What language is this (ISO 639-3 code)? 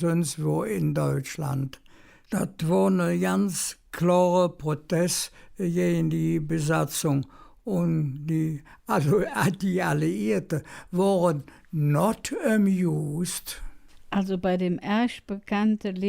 ksh